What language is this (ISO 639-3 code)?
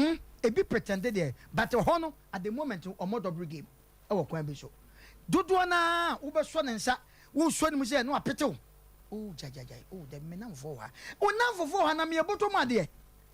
aka